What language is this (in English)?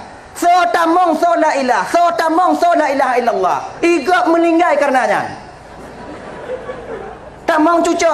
Achinese